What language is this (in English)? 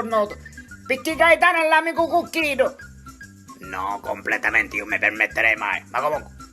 Sicilian